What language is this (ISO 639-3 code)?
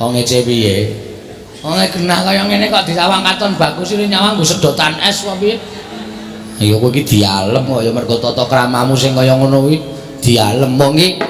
jav